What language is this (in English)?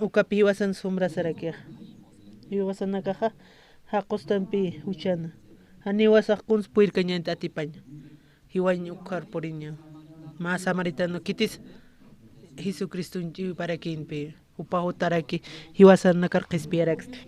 Aymara